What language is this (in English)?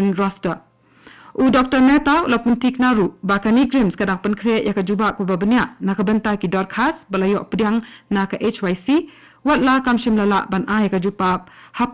Khasi